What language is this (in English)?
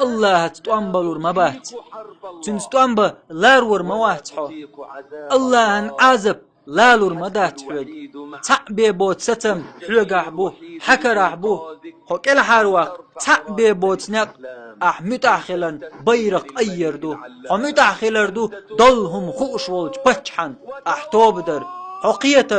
Chechen